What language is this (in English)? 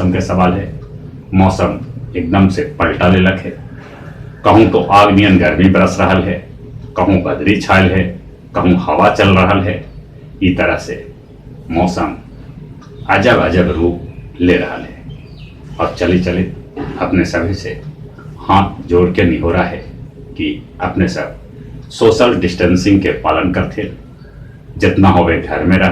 Magahi